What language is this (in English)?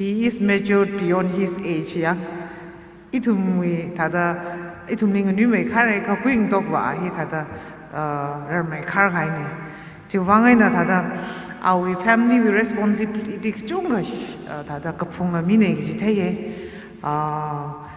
Tangkhul Naga (India)